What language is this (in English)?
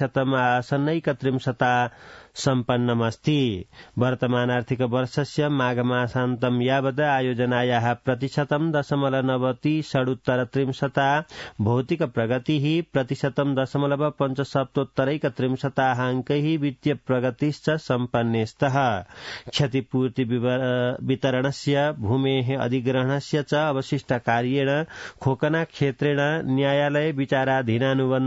Sanskrit